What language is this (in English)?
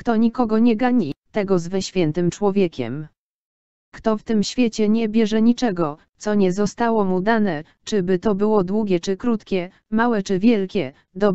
Polish